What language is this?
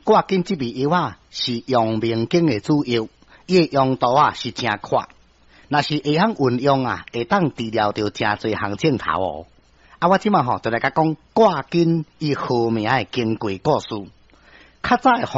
Min Nan Chinese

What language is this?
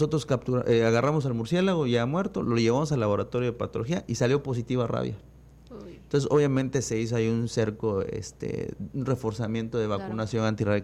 Spanish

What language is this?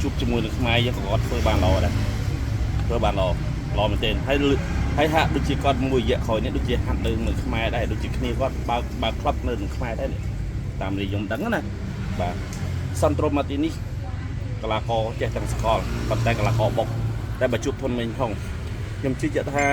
Khmer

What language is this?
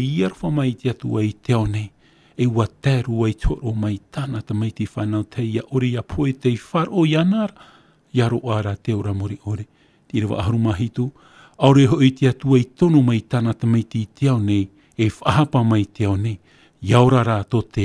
Tahitian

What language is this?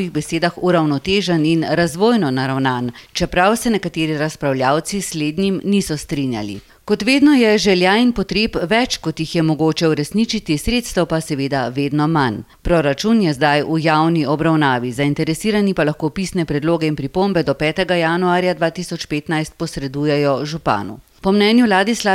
Slovenian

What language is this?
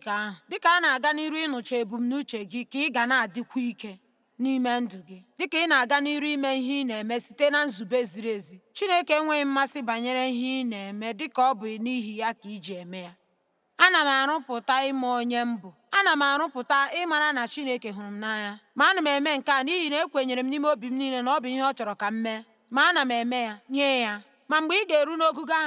Igbo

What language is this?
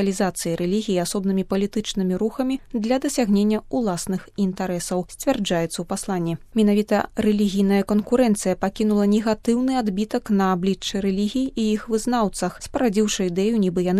Belarusian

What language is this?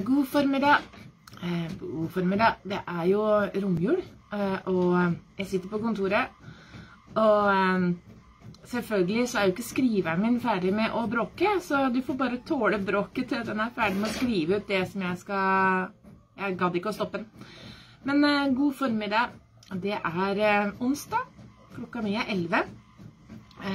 Norwegian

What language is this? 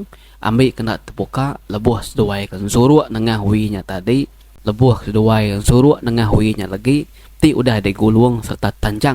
Iban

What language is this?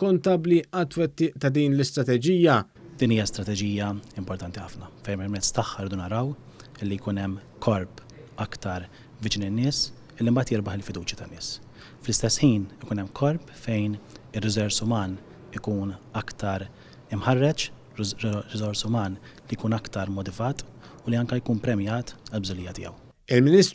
Maltese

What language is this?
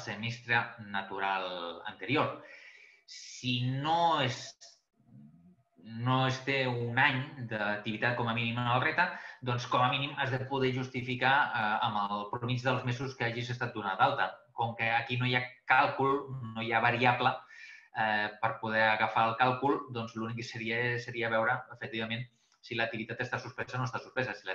Catalan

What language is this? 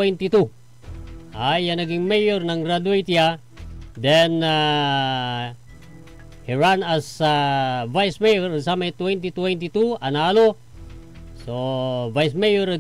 Pangasinan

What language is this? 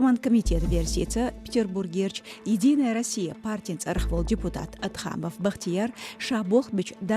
Chechen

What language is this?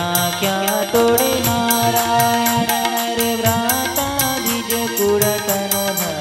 Gujarati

